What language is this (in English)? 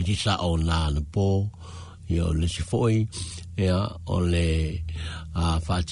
Samoan